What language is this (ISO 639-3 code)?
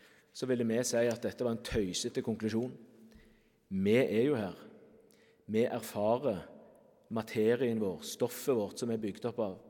nor